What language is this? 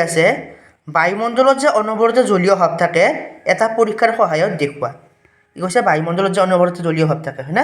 Assamese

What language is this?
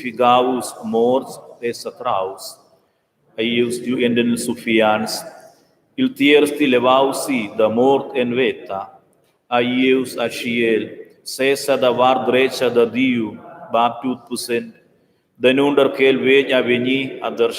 Romansh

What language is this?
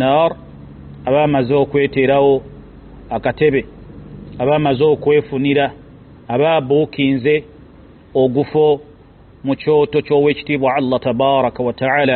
Ganda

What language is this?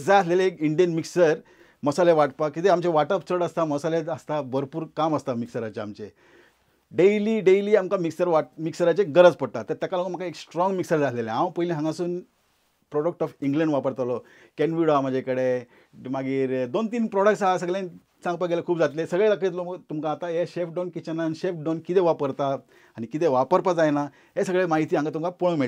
Konkani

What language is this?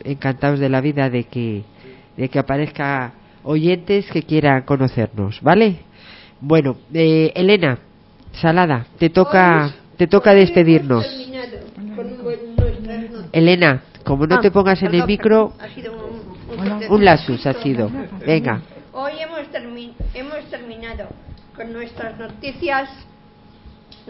Spanish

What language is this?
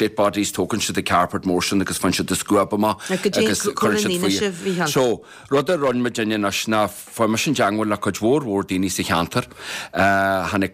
Irish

